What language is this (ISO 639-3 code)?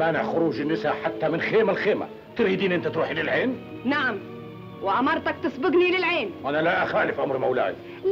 ara